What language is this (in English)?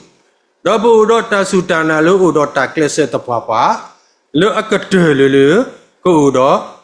S'gaw Karen